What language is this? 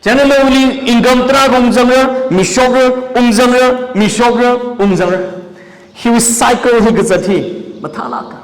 Tangkhul Naga (India)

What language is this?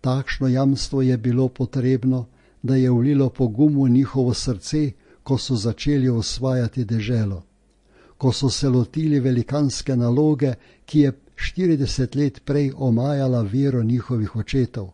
Slovenian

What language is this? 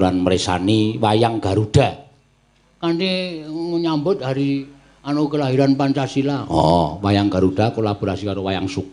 Javanese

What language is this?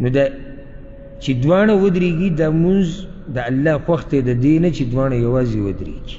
Pashto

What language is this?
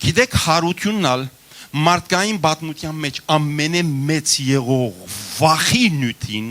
Western Armenian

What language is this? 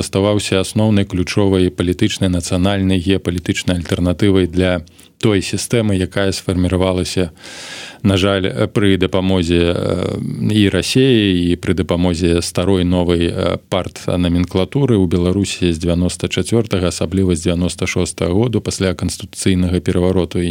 Belarusian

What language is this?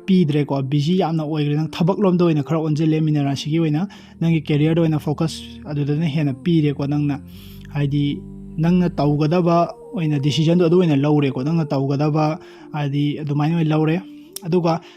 Manipuri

